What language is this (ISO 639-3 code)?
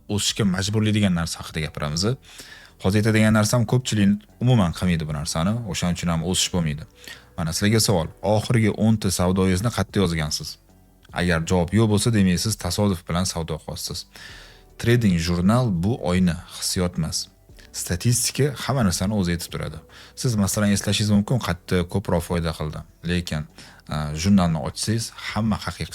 uzb